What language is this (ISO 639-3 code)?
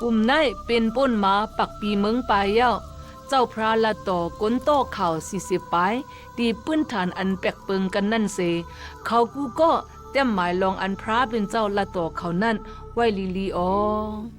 shn